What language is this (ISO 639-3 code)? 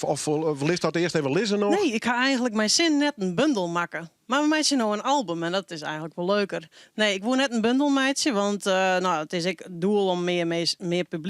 fry